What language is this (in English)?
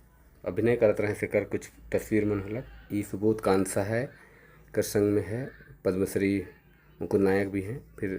Sadri